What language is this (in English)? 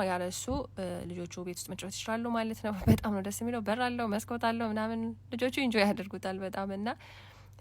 Amharic